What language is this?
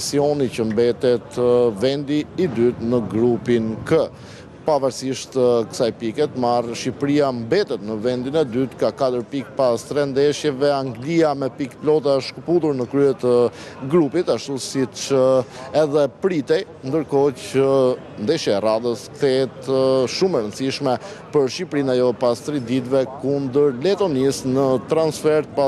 Albanian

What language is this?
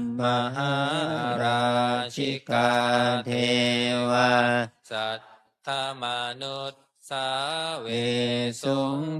Pali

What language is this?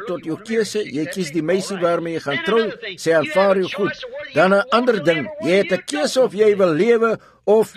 Afrikaans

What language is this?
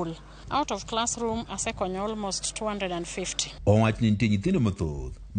Luo (Kenya and Tanzania)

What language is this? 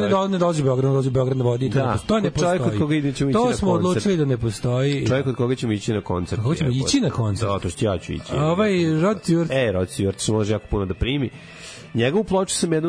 Serbian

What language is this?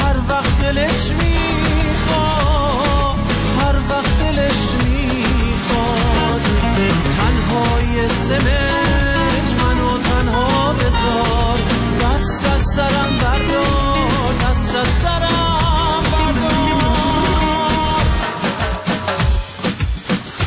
Persian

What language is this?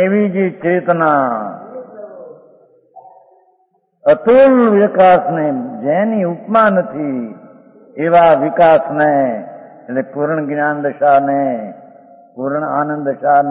Gujarati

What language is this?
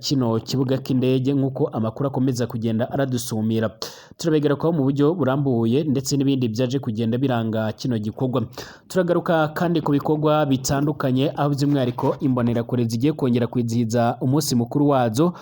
Rundi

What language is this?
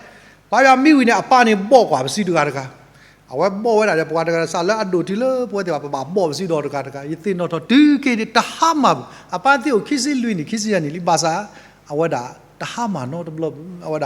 S'gaw Karen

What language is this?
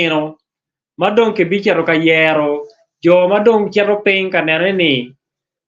Acoli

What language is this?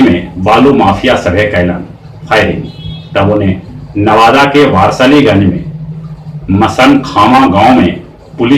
Magahi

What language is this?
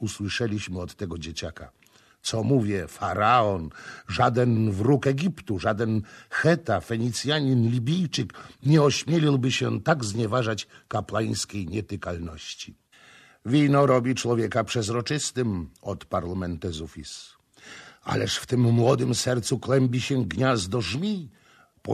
Polish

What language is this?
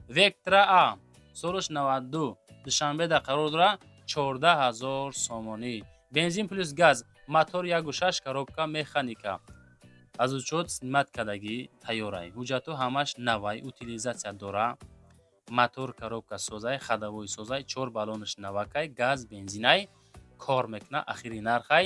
Tajik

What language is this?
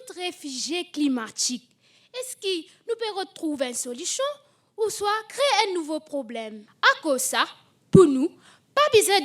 Morisyen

